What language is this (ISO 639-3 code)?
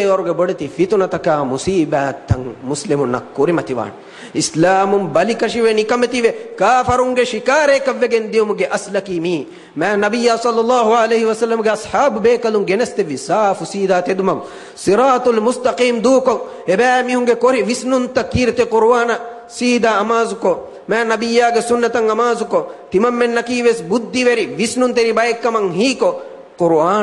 div